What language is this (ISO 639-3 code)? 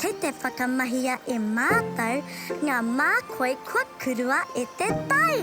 mri